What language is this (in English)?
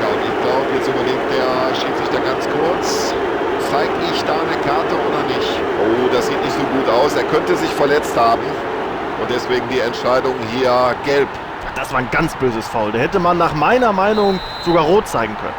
Bavarian